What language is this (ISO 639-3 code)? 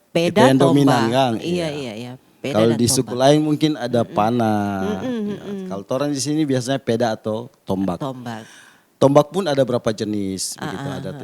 xmm